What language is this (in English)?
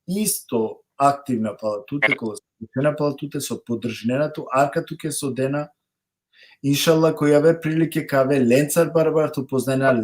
Balkan Romani